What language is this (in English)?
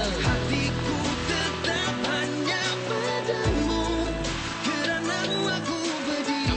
Malay